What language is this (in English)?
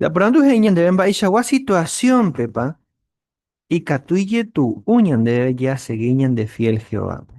Guarani